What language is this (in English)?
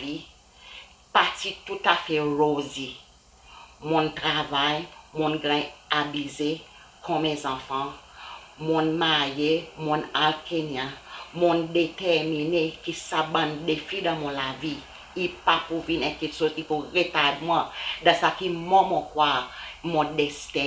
Seselwa Creole French